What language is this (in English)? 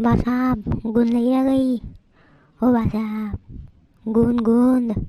Rajasthani